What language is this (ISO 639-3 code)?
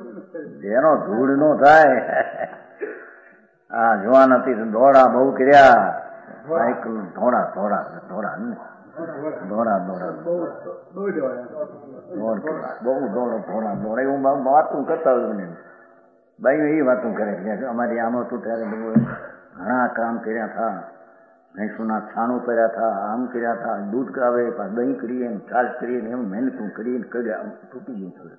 guj